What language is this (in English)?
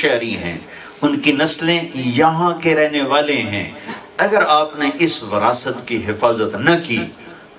Urdu